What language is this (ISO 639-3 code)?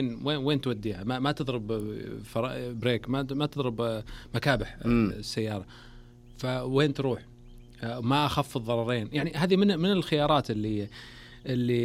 ars